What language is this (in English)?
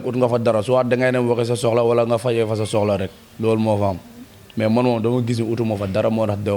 Wolof